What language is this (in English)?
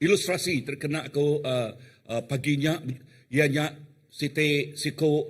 Iban